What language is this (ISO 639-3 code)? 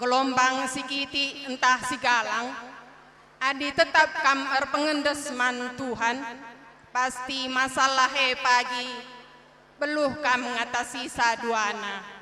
btx